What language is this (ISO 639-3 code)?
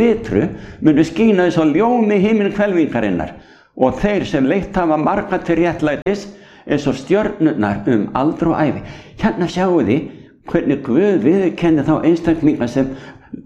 isl